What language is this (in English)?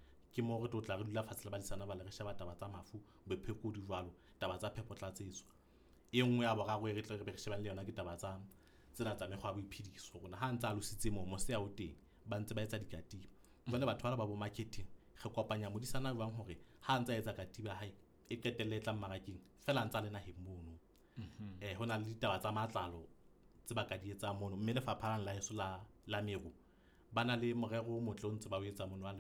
Southern Sotho